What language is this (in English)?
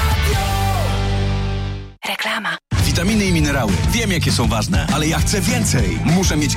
Polish